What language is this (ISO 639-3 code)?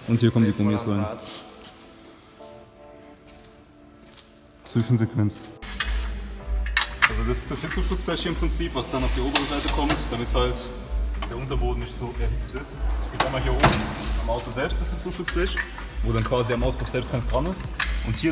deu